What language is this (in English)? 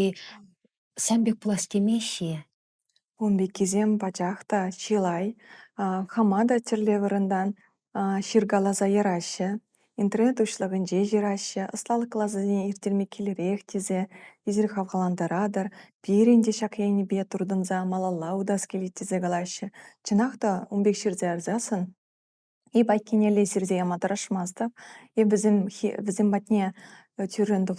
Chuvash